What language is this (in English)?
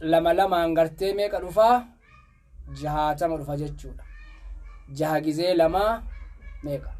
Oromo